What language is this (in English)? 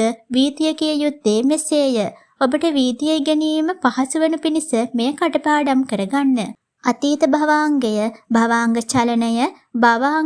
Sinhala